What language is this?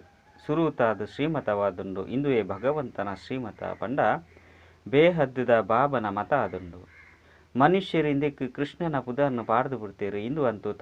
Tulu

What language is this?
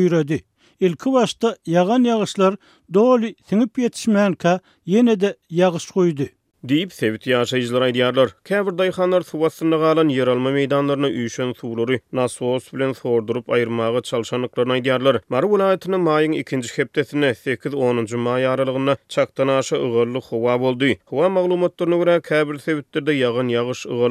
Turkmen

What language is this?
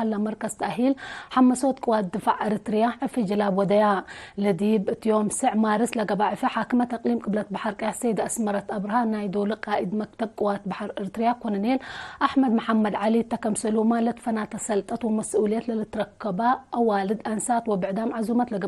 Tigre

